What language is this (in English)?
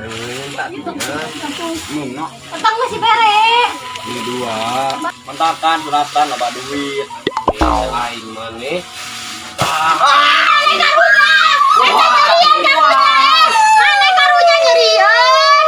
Sundanese